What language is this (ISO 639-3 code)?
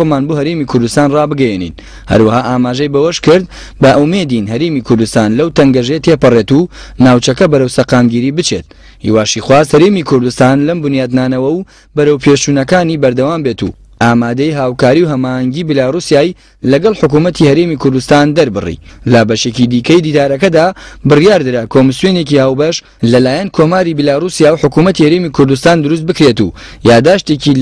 ckb